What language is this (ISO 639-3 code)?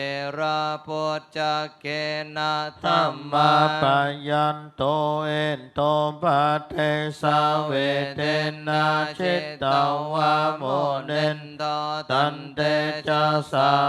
pli